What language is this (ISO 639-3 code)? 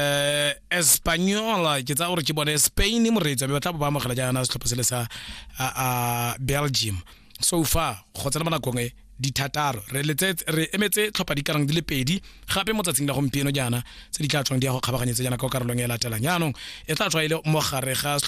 tsn